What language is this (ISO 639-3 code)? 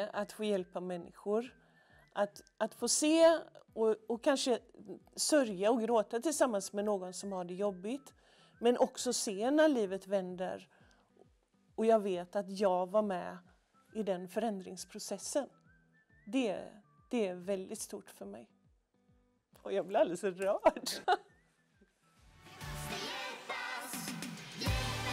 swe